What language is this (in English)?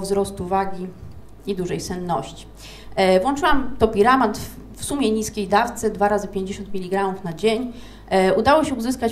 Polish